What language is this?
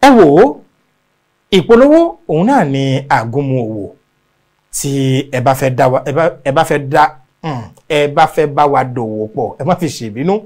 Yoruba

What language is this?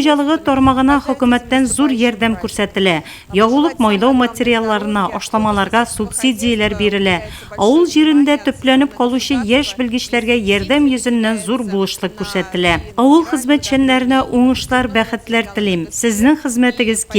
Tatar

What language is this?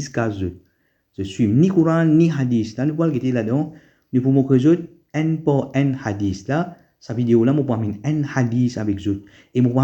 Morisyen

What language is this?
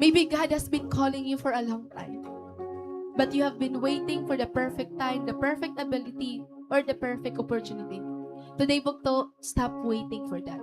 Waray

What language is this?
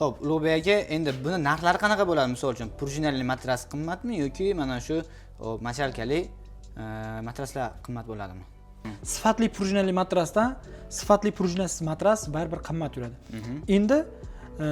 Uzbek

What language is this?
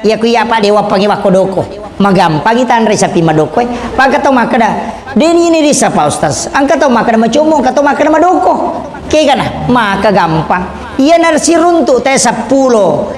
Buginese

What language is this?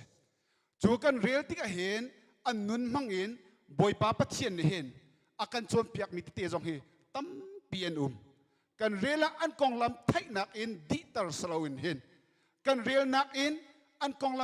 Hakha Chin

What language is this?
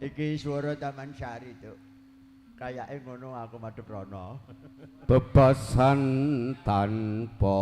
Javanese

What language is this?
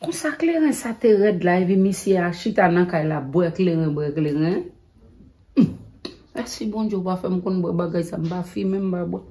Haitian Creole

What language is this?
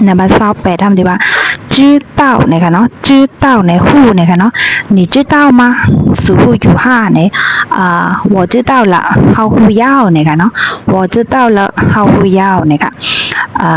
Shan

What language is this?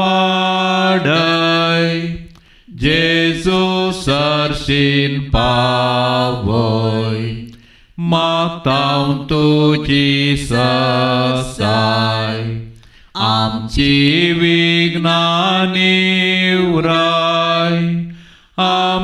Konkani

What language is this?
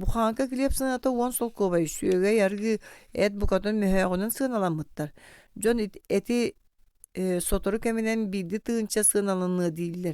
Yakut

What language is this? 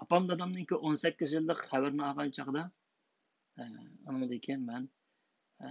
Uyghur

